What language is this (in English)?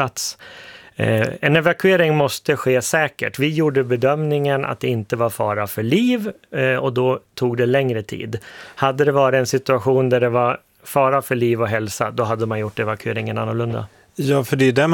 Swedish